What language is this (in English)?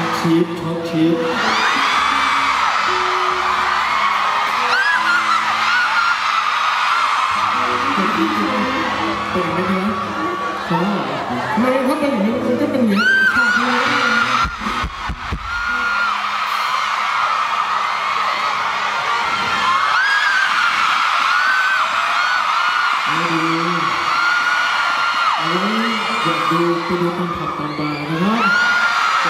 Thai